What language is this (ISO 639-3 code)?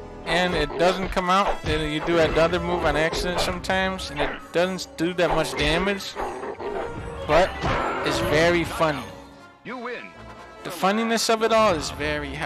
eng